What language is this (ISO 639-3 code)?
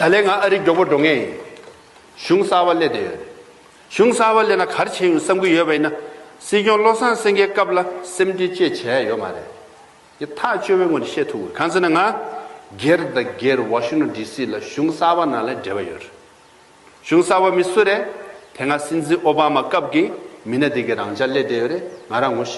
bod